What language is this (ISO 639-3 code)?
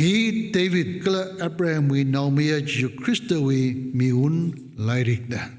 nmf